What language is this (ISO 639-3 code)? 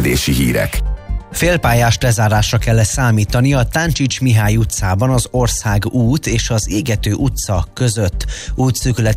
hun